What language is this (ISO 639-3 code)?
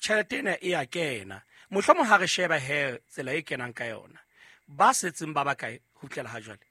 sot